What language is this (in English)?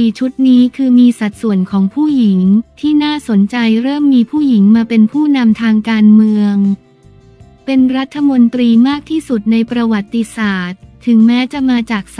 Thai